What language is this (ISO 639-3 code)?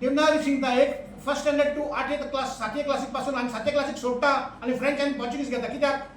kok